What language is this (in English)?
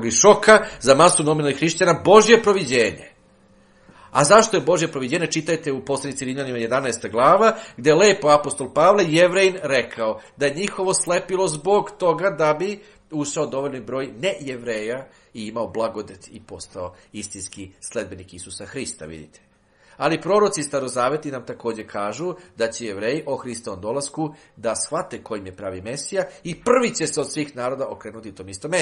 Serbian